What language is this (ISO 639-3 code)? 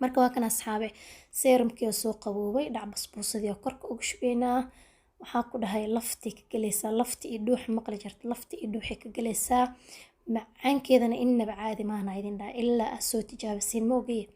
som